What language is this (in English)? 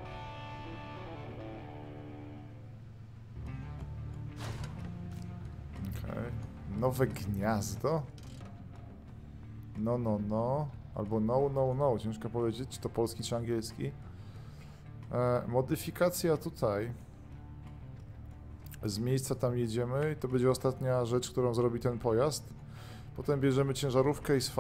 Polish